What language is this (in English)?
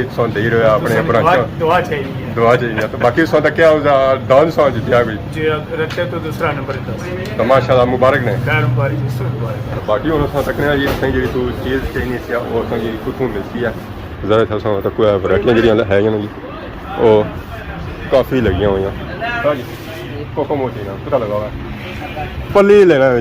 Pahari-Potwari